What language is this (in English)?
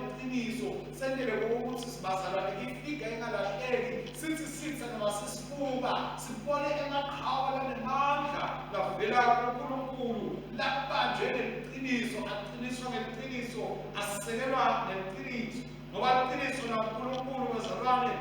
Swati